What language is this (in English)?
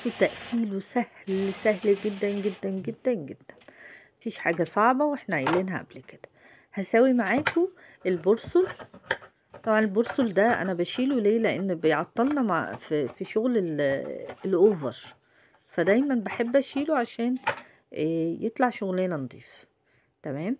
Egyptian Arabic